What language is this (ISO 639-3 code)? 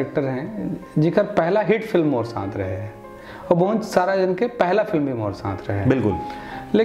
hne